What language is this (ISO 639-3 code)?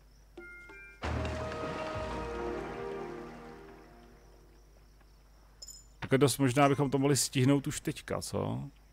ces